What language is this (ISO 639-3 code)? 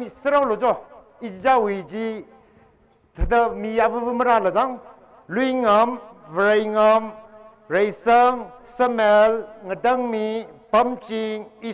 nmf